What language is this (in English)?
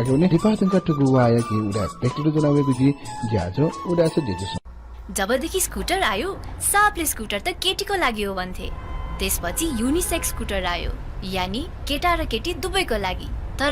Newari